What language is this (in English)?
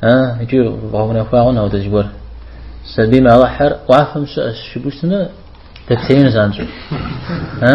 Kabardian